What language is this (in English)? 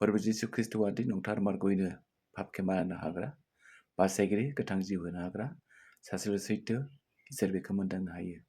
Bodo